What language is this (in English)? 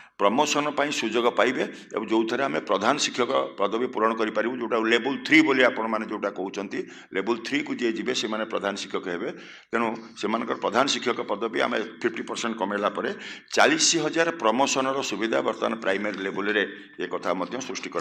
Odia